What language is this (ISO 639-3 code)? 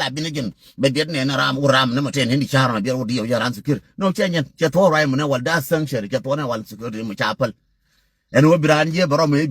nus